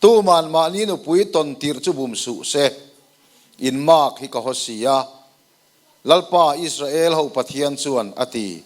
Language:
Mizo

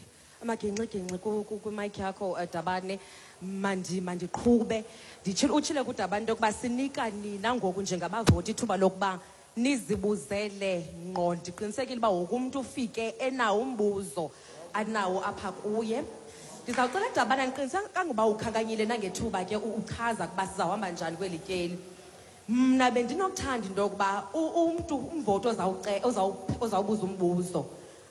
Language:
Xhosa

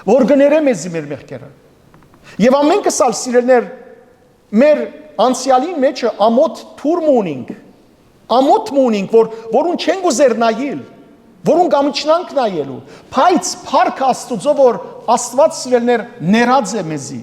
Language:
Western Armenian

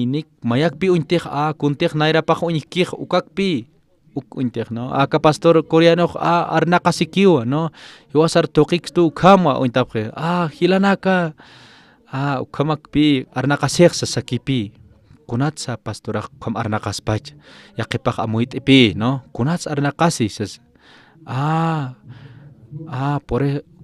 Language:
Aymara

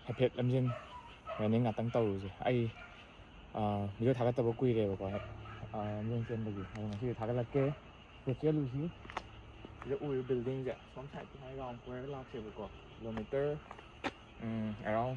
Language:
Manipuri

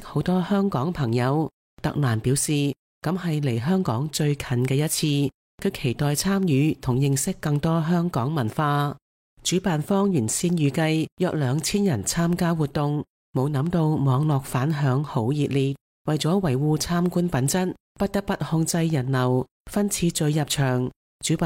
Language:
Cantonese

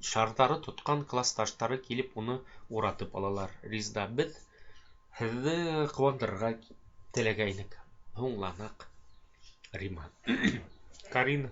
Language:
Bashkir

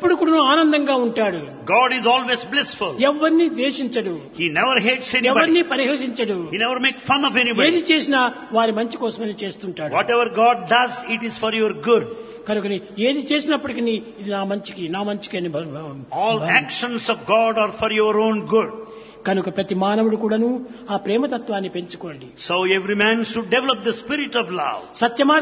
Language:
Telugu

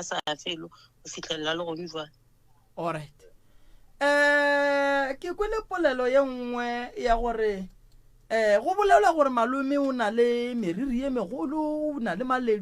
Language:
Northern Sotho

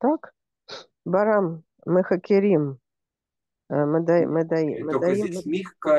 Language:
Russian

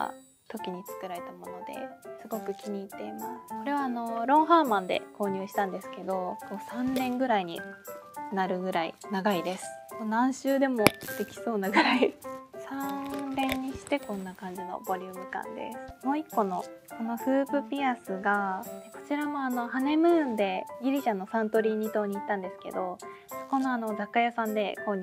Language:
Japanese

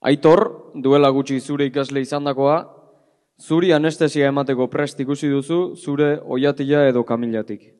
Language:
Basque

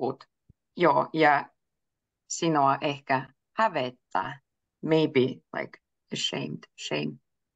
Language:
Finnish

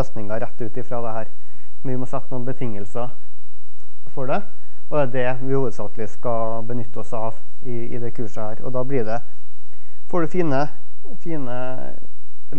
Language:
Norwegian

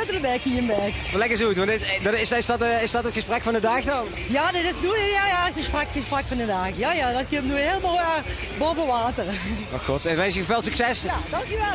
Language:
Limburgish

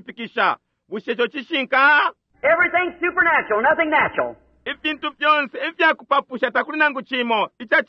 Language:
Bemba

